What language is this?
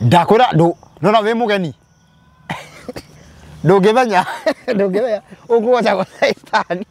Kikuyu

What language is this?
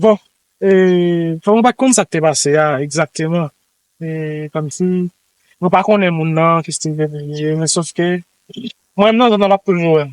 Haitian Creole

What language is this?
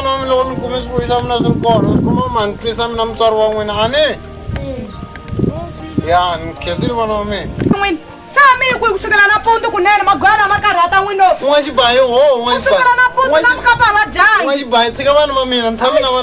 Tsonga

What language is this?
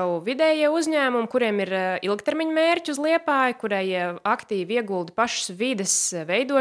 Latvian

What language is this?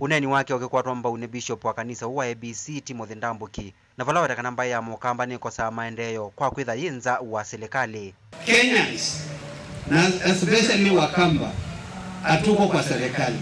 Kamba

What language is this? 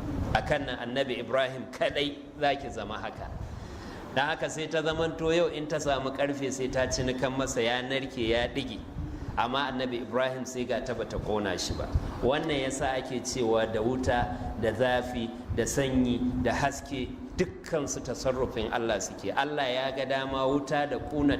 Hausa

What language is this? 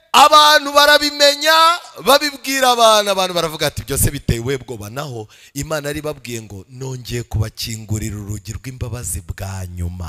Kinyarwanda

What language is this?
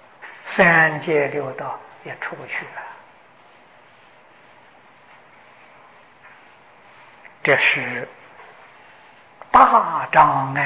Chinese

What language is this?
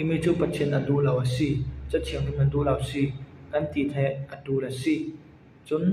Falam Chin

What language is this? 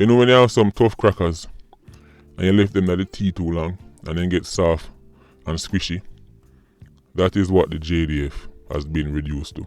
Jamaican Creole English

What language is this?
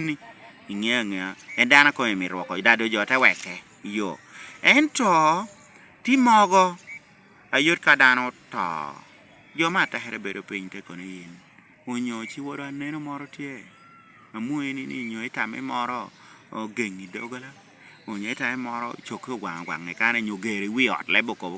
Lango (Uganda)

